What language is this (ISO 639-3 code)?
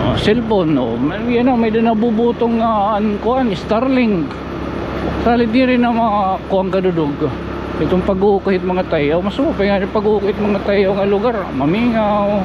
war